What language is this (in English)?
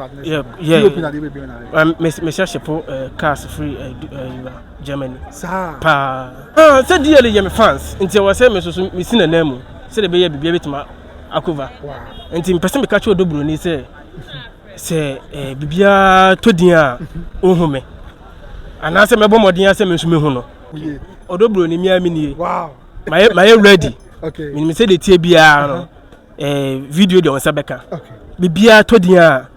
Akan